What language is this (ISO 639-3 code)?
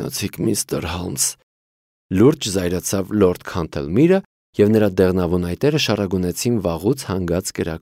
hye